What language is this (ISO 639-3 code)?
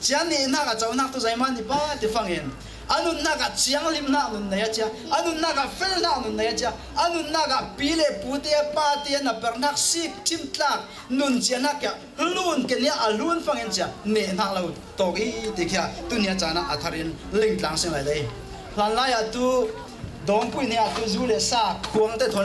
cfm